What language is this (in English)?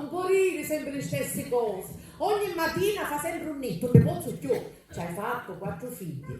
Sicilian